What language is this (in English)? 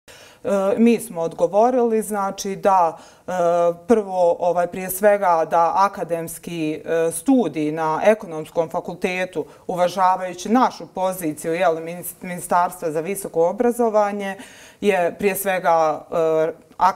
Bosnian